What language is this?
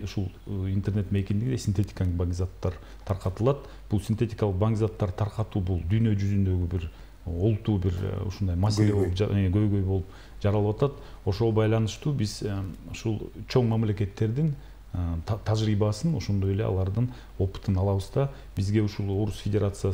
Kyrgyz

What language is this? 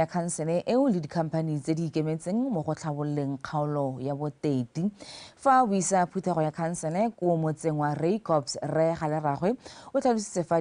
Tswana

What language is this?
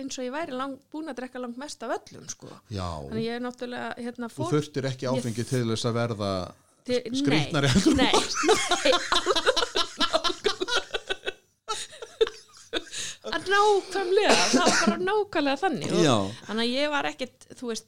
Icelandic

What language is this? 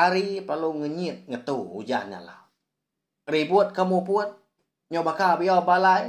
Iban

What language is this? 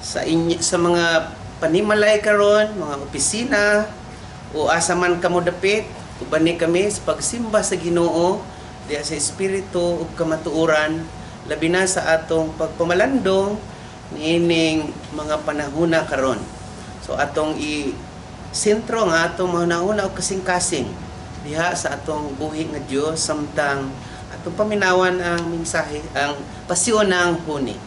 Cebuano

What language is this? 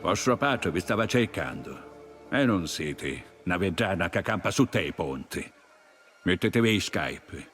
Sicilian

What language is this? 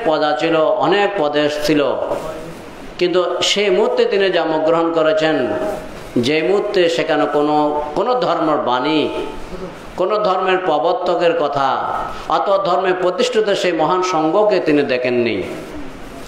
Bangla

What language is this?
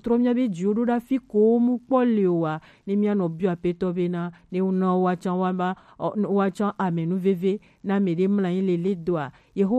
Gen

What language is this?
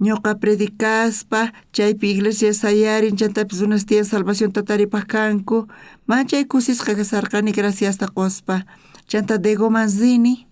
South Bolivian Quechua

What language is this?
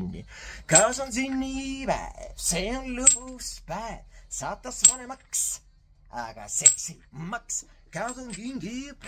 Estonian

